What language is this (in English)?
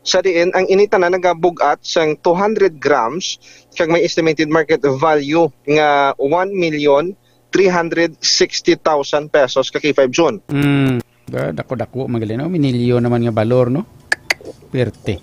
Hiligaynon